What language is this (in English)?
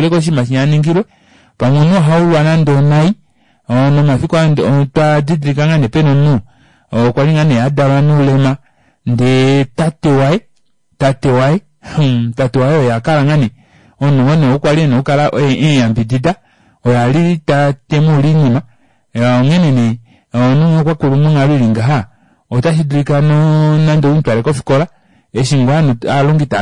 Kuanyama